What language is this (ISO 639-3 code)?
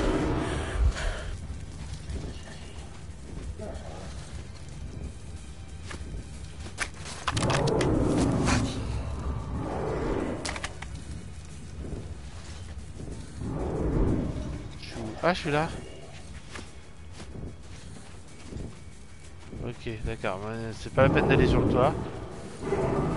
fra